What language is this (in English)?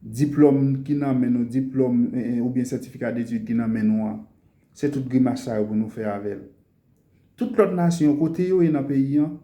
Haitian Creole